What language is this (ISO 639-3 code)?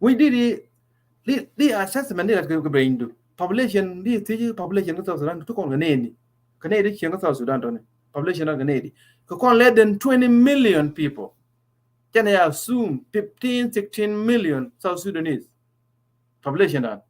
nus